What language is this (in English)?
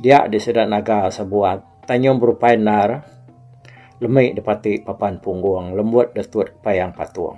Iban